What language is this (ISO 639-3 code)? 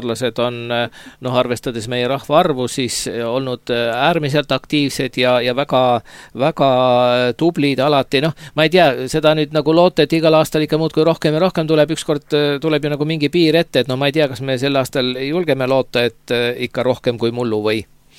est